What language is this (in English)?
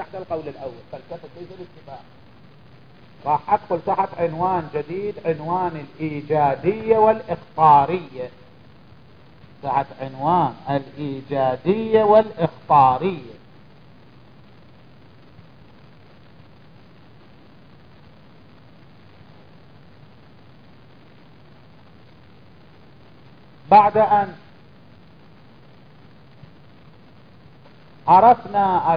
Arabic